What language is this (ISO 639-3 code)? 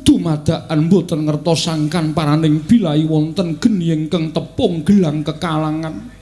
jav